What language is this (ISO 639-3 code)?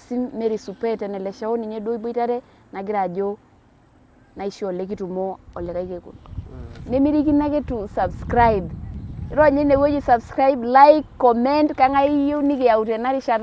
mas